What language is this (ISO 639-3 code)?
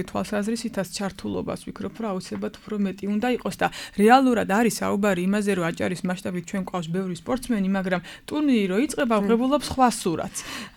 kat